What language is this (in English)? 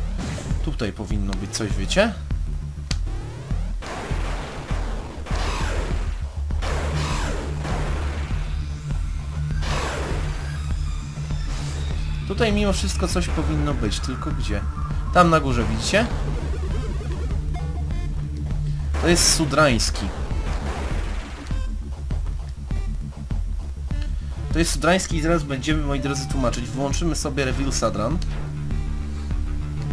Polish